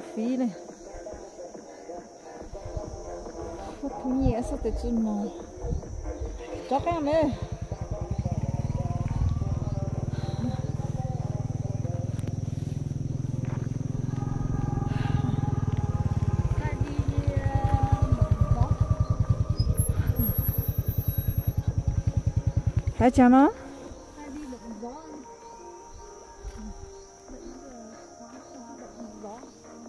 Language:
Vietnamese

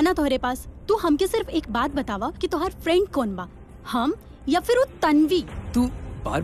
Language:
Bhojpuri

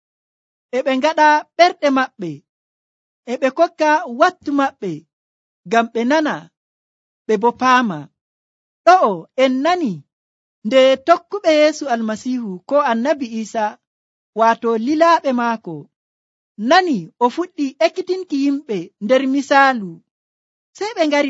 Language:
Nigerian Fulfulde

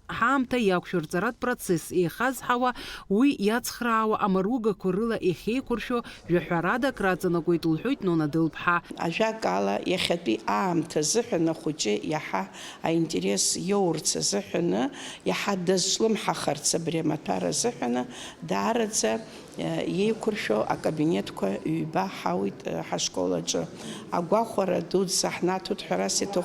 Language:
Abkhazian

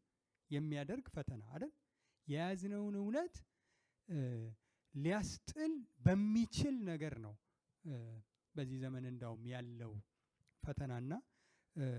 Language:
Amharic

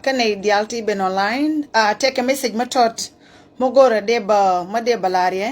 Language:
Nuer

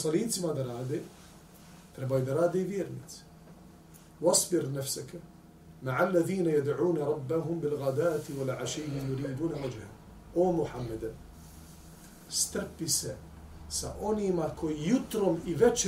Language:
Bosnian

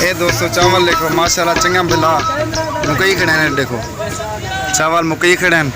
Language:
Saraiki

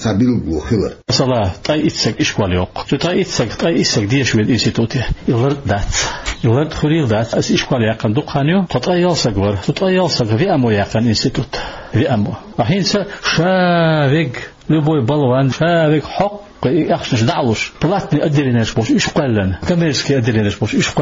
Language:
Chechen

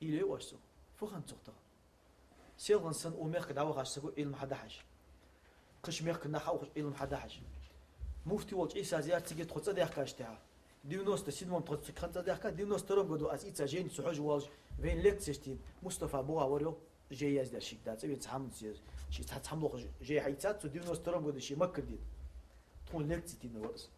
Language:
Ingush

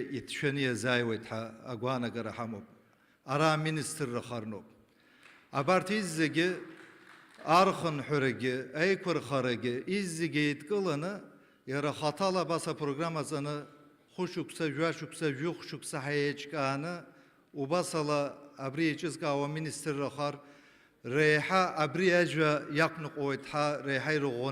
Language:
Abkhazian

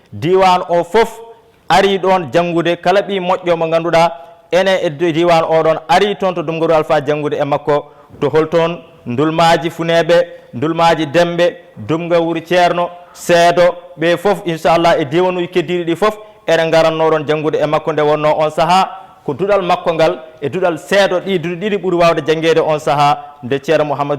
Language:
Fula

